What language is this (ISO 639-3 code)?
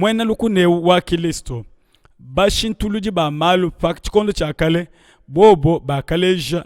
lua